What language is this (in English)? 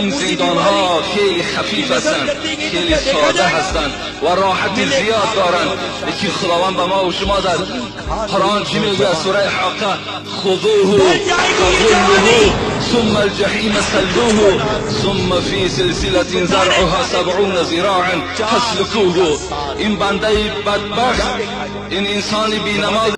Tajik